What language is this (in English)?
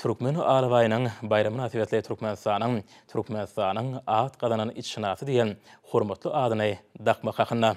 Turkmen